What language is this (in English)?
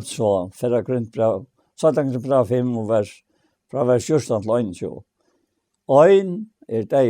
Faroese